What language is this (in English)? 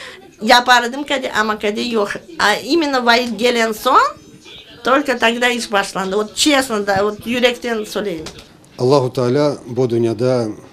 Crimean Tatar